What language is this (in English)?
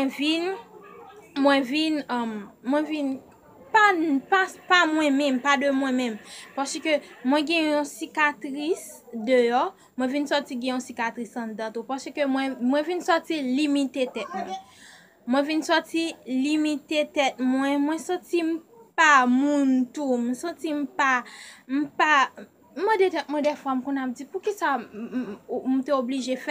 Haitian Creole